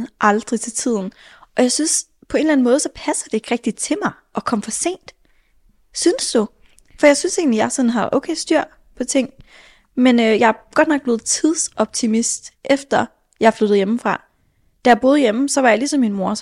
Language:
Danish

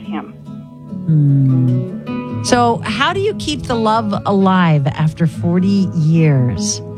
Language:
English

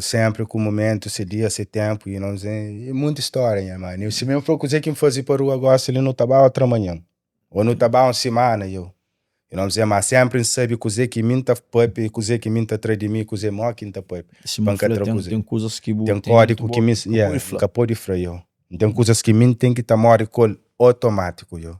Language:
Kabuverdianu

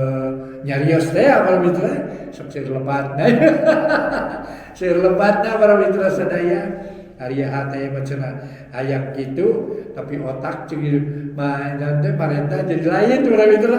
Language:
Sundanese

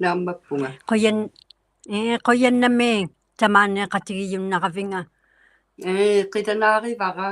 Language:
Inuktitut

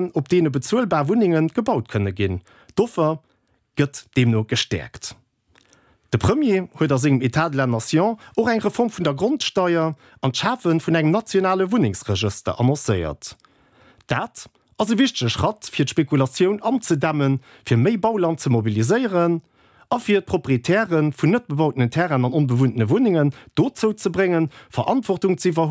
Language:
Luxembourgish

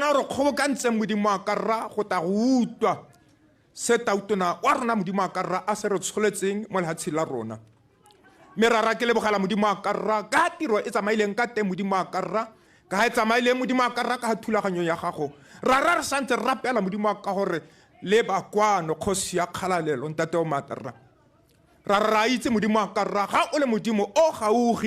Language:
Tswana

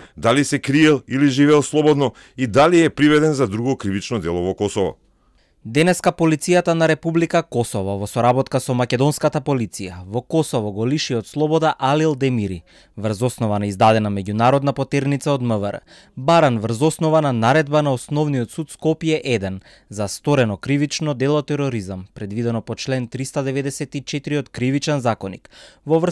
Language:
Macedonian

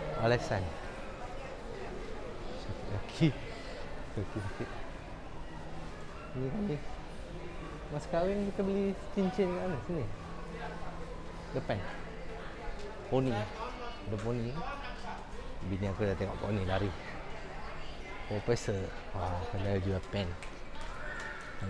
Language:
Malay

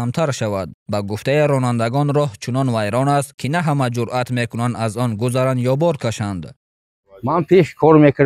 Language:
Tajik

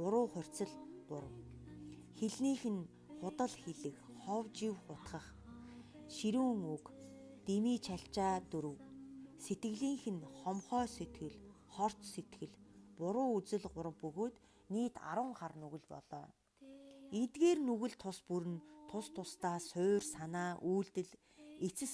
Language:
Mongolian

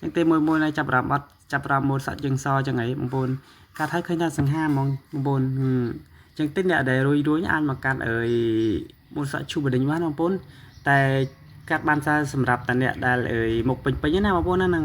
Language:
Khmer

